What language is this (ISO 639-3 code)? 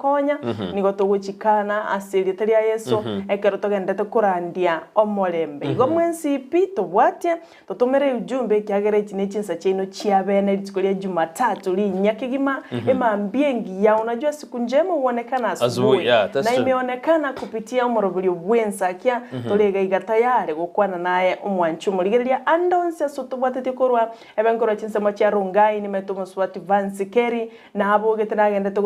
guz